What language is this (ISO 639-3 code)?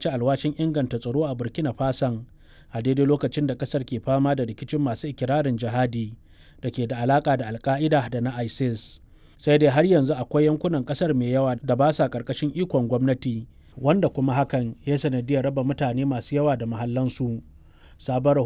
hau